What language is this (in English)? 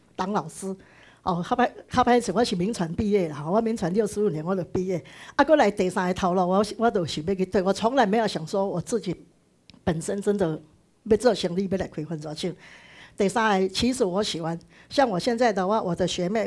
Min Nan Chinese